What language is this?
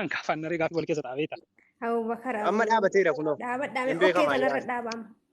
Oromo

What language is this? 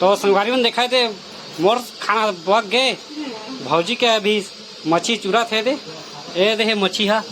Chhattisgarhi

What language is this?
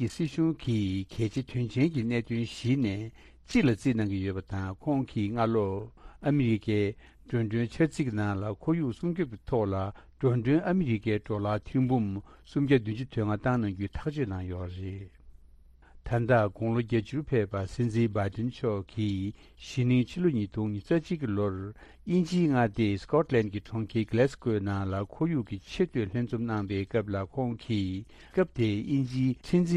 Tibetan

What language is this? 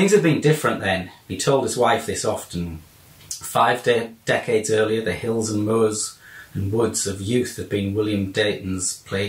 English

